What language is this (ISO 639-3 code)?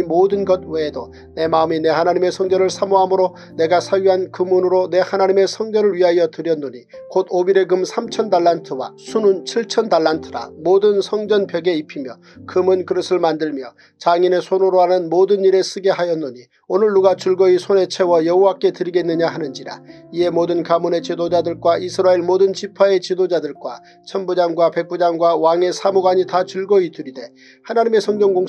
kor